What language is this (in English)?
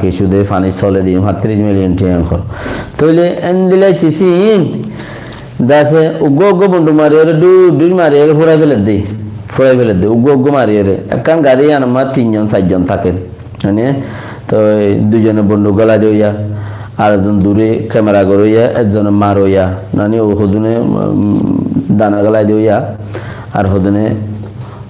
Rohingya